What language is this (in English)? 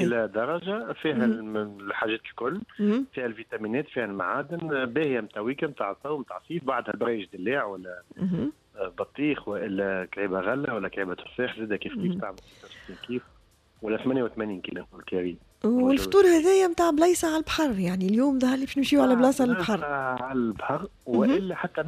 Tunisian Arabic